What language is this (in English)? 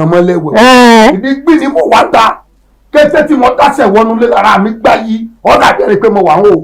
Yoruba